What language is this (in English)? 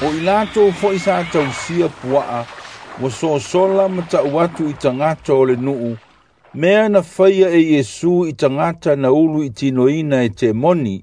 Samoan